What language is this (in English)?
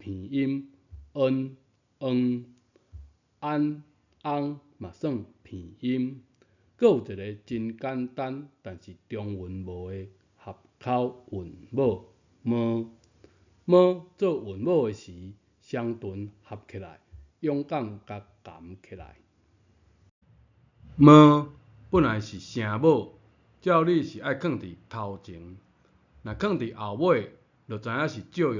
Min Nan Chinese